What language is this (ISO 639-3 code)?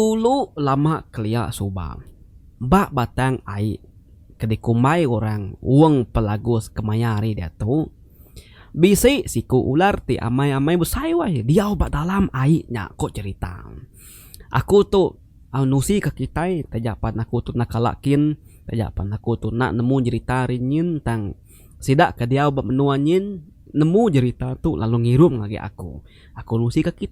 iba